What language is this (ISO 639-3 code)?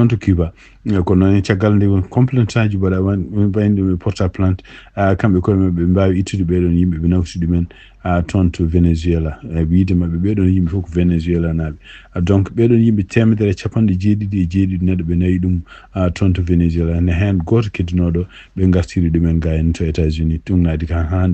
ful